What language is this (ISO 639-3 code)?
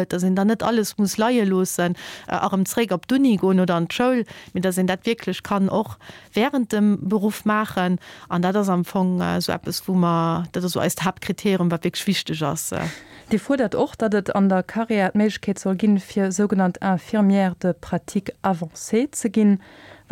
ltz